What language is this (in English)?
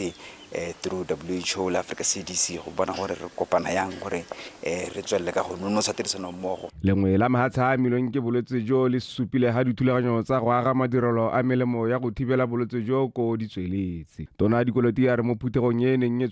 Tswana